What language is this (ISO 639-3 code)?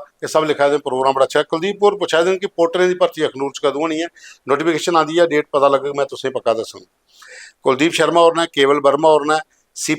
doi